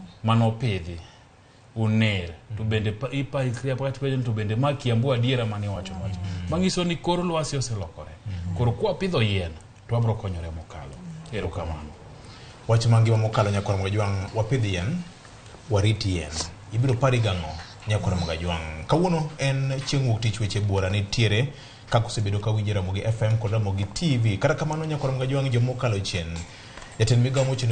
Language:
Luo (Kenya and Tanzania)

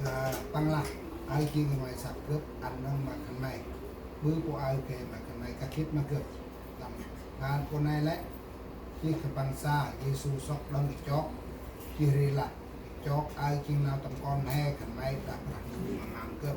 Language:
Central Mnong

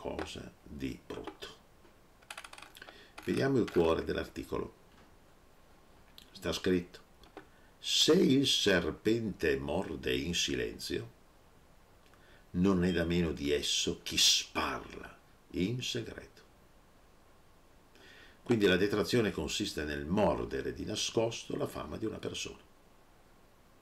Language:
Italian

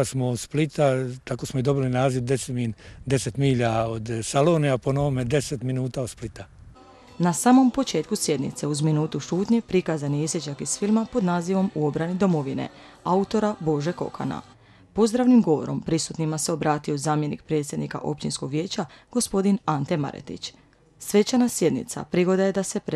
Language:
Croatian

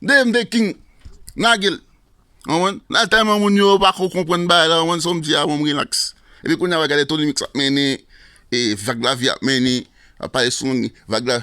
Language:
Haitian Creole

